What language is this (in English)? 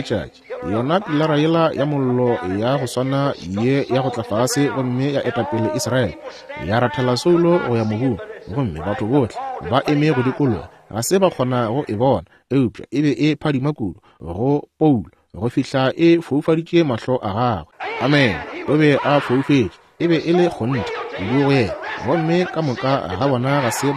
Northern Sotho